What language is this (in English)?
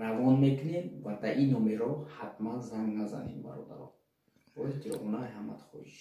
Tajik